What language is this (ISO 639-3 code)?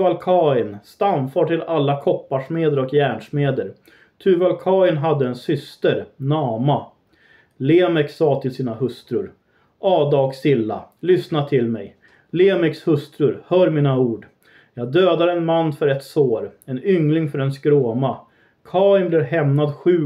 swe